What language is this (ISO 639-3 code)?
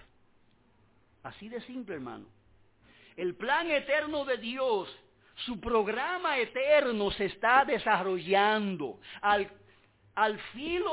spa